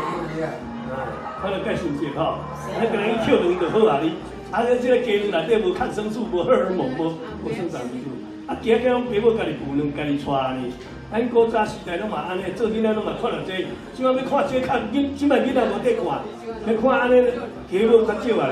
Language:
Min Nan Chinese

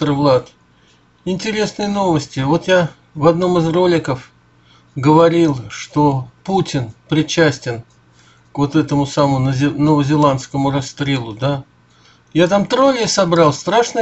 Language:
Russian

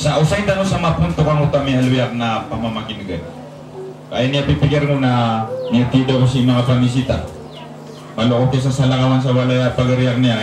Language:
Maranao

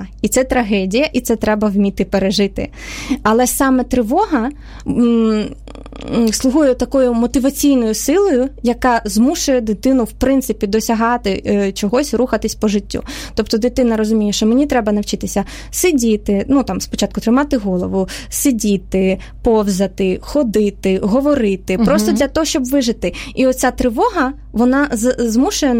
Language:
Ukrainian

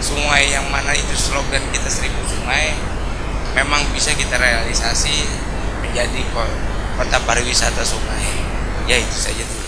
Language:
Banjar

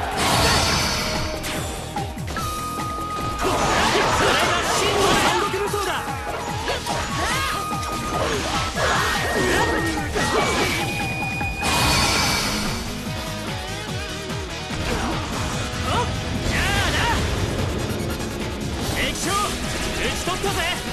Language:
Japanese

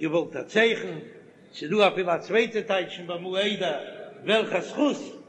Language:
Yiddish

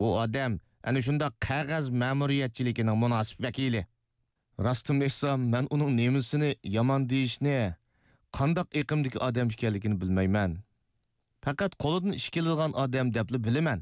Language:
Uyghur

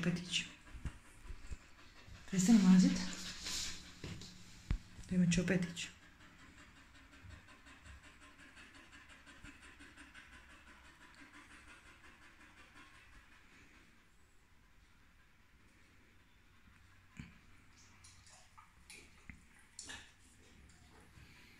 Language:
Croatian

